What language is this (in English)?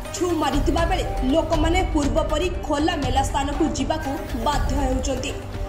Odia